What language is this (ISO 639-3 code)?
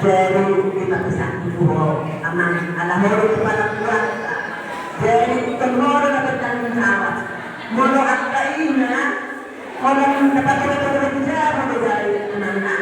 bbc